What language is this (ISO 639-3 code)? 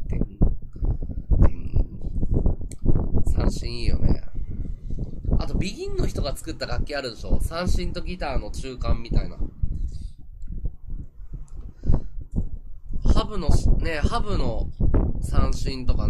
jpn